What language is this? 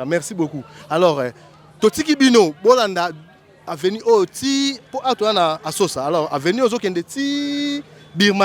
Lingala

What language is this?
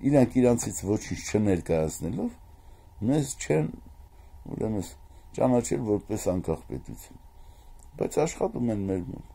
Armenian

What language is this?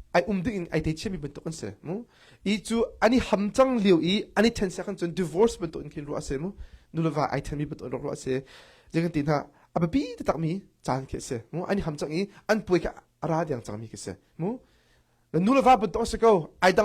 Hakha Chin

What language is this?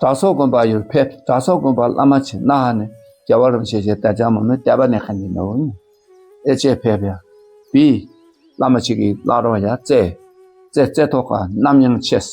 Dakpakha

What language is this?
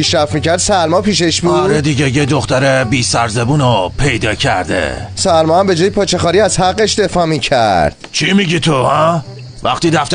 Tajik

